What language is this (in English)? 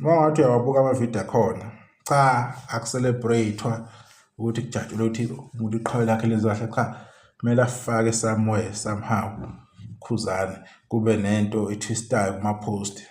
Zulu